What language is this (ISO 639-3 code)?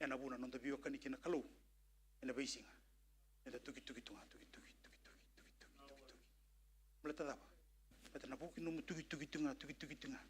fij